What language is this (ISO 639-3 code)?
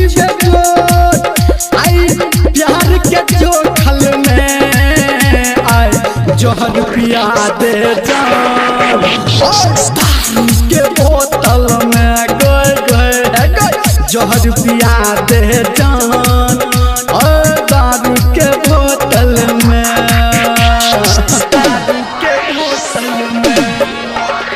mai